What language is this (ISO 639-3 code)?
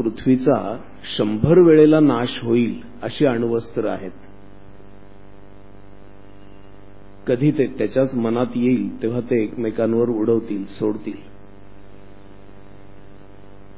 mar